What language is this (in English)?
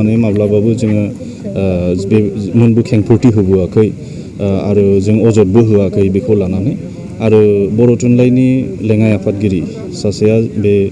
Bodo